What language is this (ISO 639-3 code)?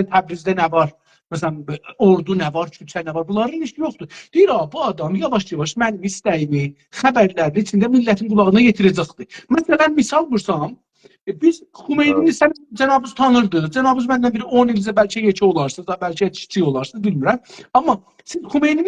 azb